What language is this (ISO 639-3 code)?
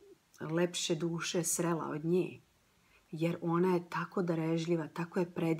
hrv